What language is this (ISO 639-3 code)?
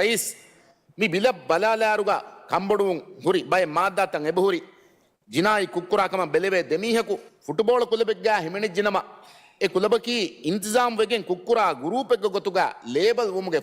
div